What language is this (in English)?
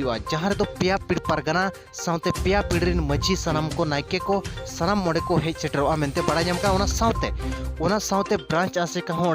Santali